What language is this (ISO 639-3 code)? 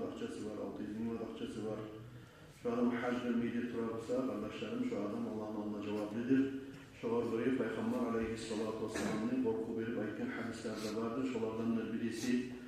kum